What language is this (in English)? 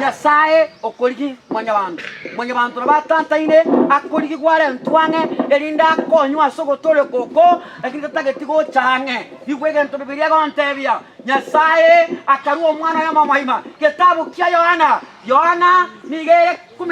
Gusii